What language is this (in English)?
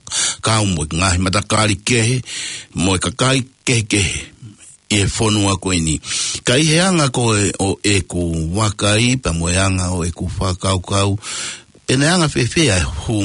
Tongan